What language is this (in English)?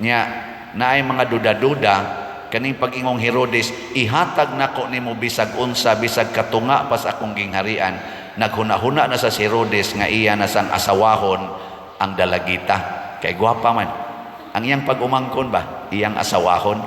Cebuano